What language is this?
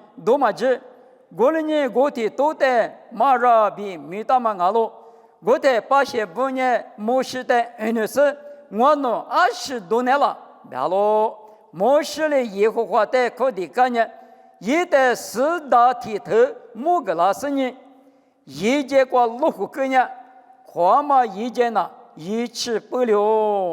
Lisu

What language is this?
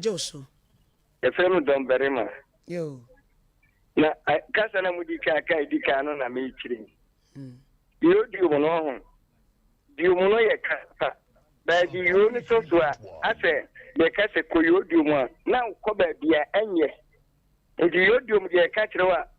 Akan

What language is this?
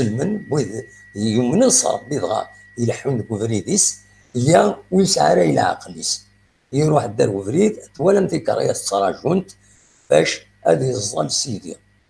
Kabyle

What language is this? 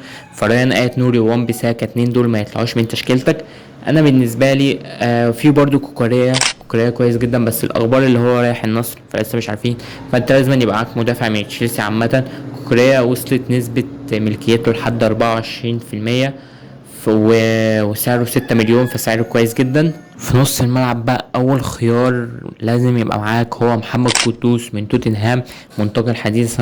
Egyptian Arabic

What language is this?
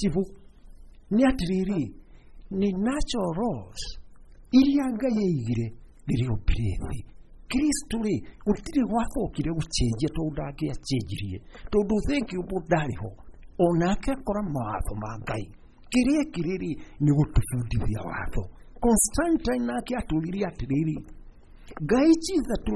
Kikuyu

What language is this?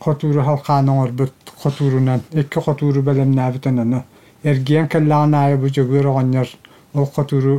Yakut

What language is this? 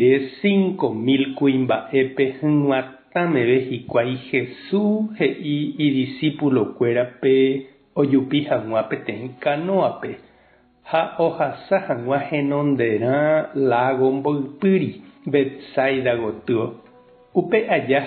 Guarani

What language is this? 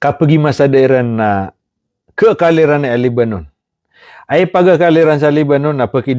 Maranao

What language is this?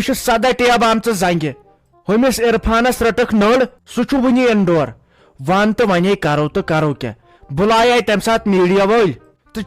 Kashmiri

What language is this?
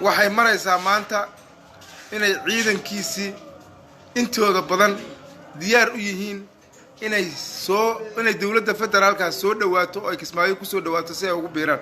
Somali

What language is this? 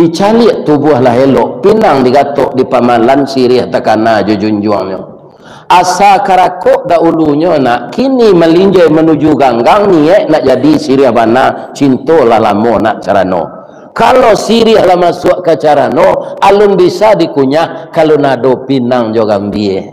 Minangkabau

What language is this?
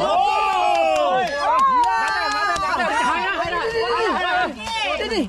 Cebuano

